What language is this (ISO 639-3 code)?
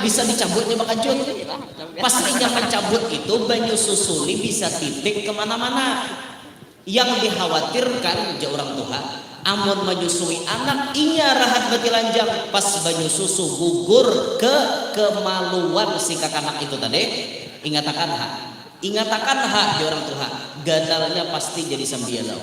bjn